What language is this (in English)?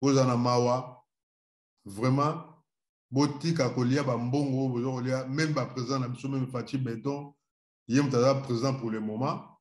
Lingala